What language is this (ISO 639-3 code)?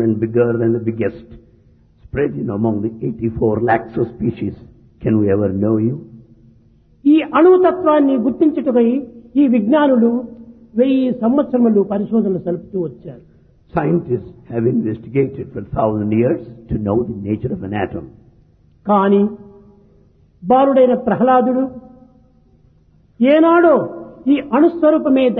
tel